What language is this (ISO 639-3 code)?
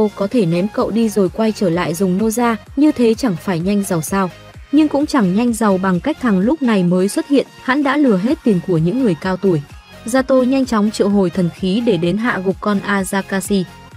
vie